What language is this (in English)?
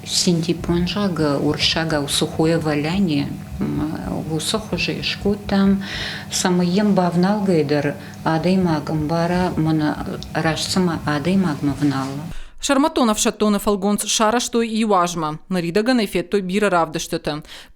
Ossetic